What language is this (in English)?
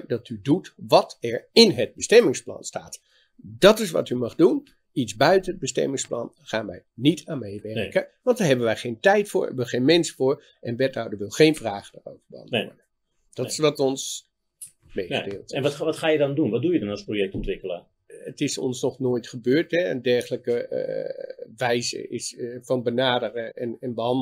Dutch